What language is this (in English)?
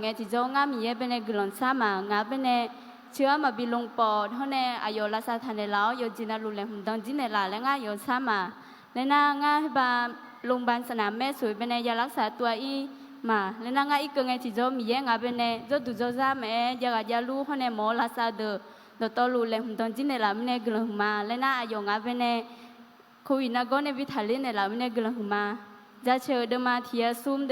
Akha